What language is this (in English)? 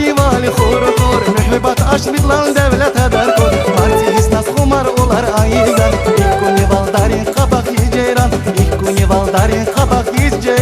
Tabassaran